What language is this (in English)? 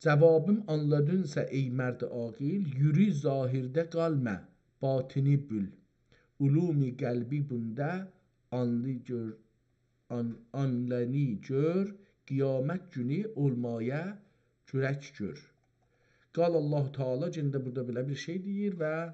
South Azerbaijani